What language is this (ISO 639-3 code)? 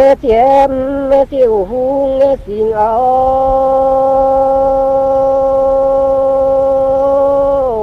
vie